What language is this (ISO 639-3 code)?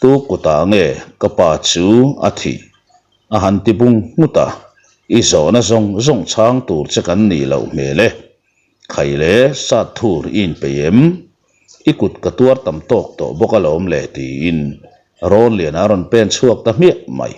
lus